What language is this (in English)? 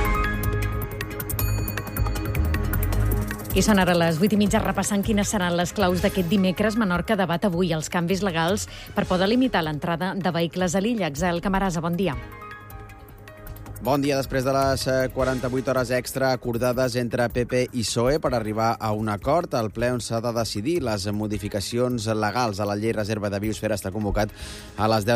Catalan